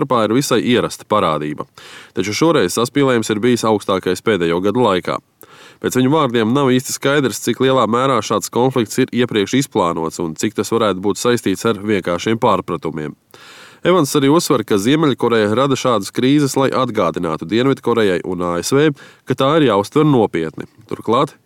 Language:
Latvian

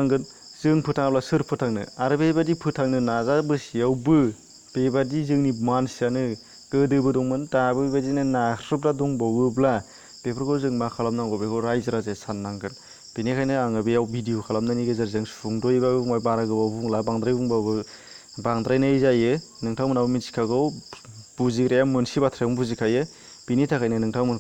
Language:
Bodo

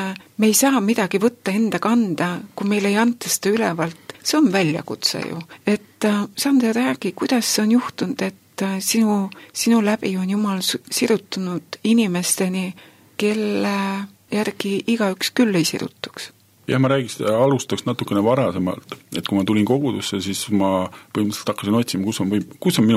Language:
Estonian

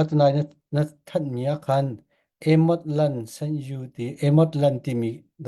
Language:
Falam Chin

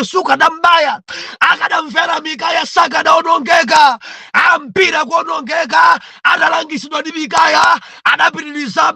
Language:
Nyanja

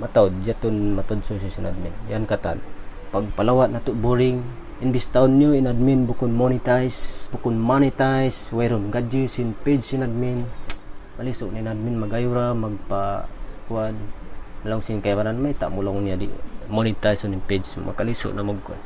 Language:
Tausug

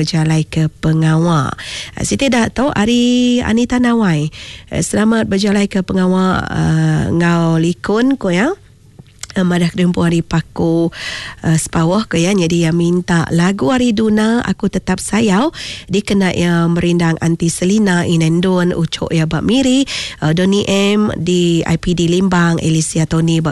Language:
Iban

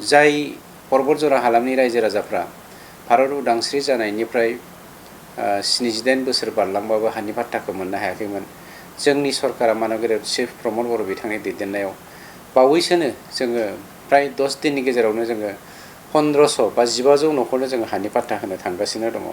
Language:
Bodo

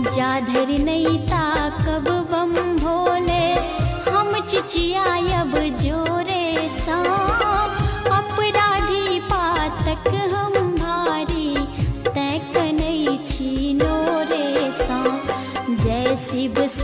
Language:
Maithili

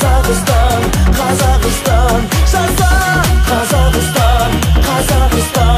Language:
Kazakh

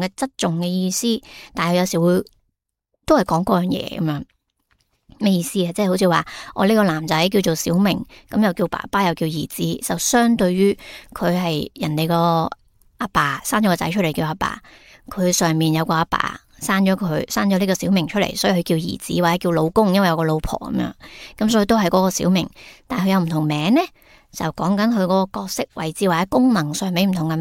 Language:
Cantonese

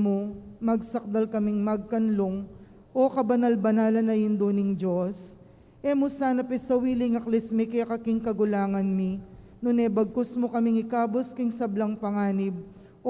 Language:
Pampanga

